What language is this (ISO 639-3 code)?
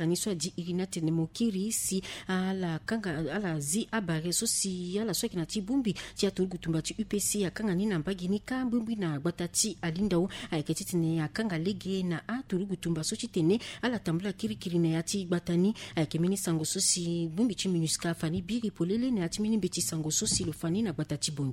sag